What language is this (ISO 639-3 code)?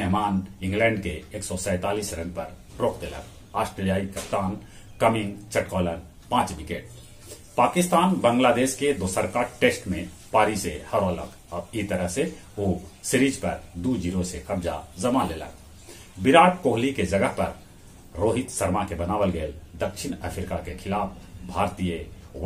mag